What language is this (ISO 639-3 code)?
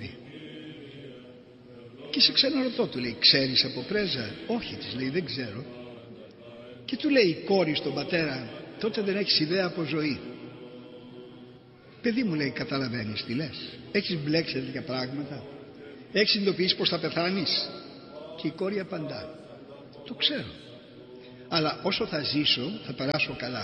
ell